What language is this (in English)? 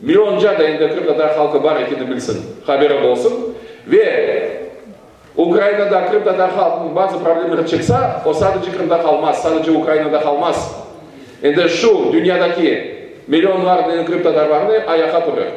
Crimean Tatar